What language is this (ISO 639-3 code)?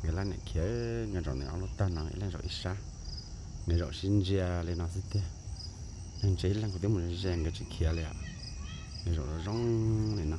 hmn